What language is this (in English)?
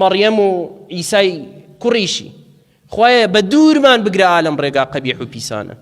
Central Kurdish